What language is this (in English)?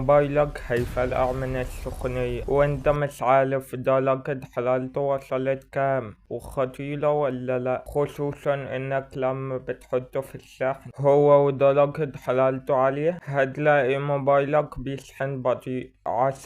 Egyptian Arabic